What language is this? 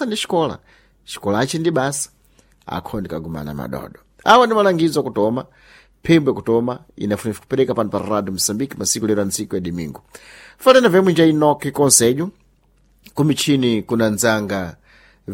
Sena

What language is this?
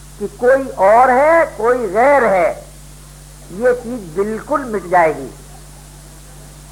Hindi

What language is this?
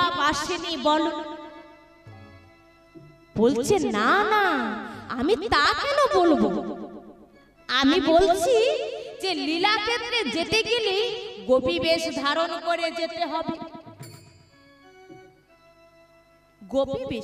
Bangla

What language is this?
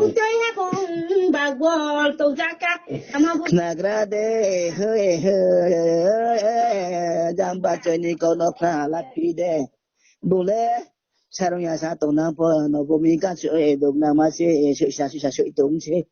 Riang (India)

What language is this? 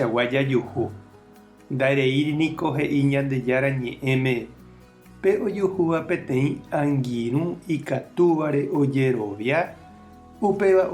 Guarani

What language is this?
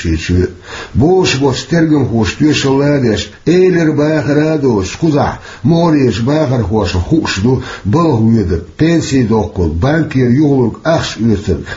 Chechen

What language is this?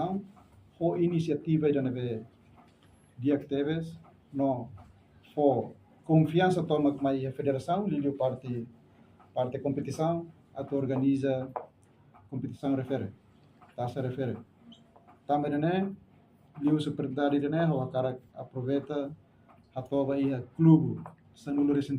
Tetum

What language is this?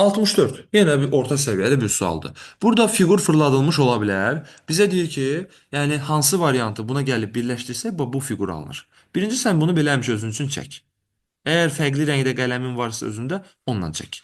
Azerbaijani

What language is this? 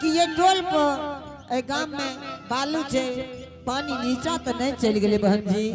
Angika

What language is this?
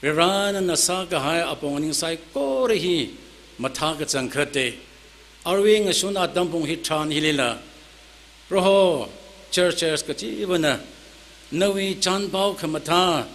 Tangkhul Naga (India)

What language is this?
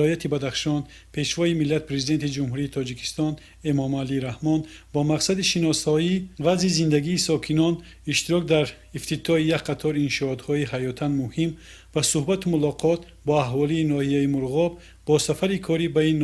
Tajik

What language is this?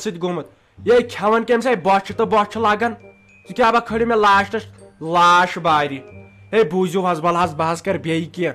Kashmiri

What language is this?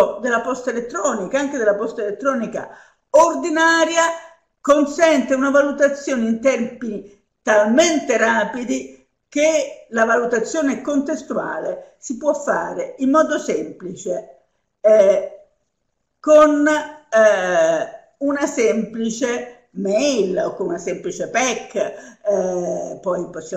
Italian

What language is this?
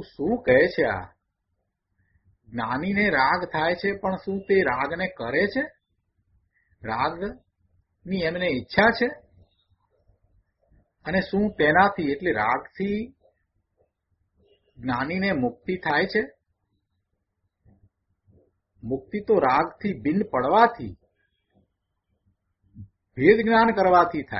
Gujarati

